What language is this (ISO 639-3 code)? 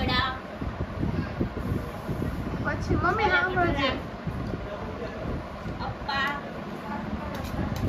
guj